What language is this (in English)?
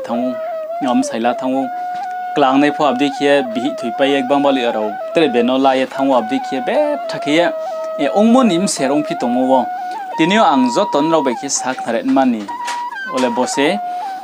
Riang (India)